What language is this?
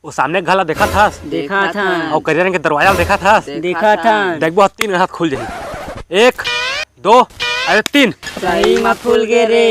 Chhattisgarhi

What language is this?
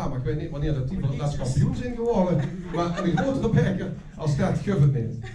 Limburgish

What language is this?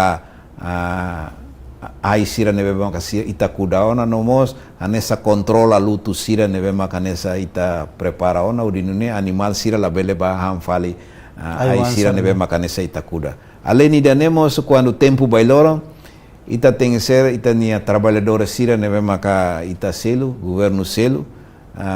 Tetum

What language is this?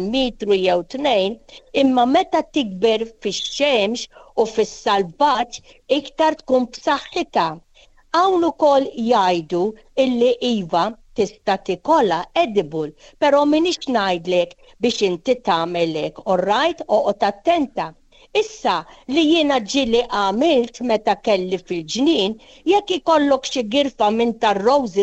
Maltese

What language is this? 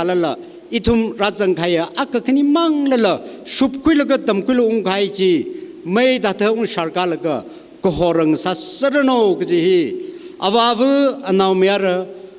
Tangkhul Naga (India)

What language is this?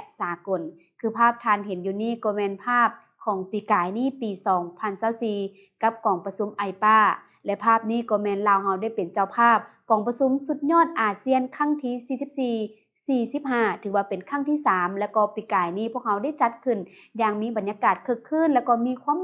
Lao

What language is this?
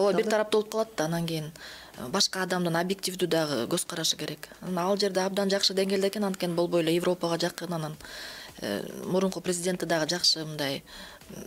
Kyrgyz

